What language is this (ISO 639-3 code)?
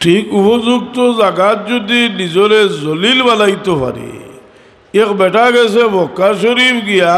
syl